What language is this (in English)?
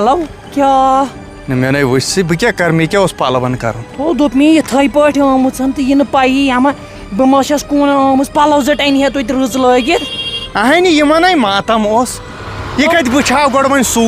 Kashmiri